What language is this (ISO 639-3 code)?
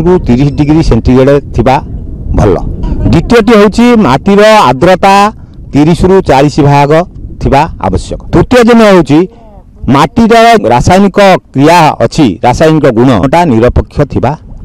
ori